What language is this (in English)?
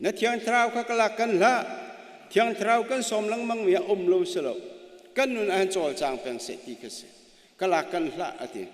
Hakha Chin